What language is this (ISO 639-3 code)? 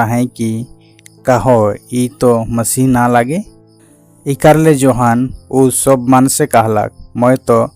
sck